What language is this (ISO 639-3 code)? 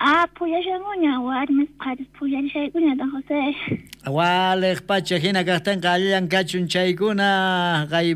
quh